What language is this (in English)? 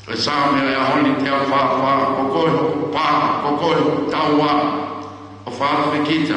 Tongan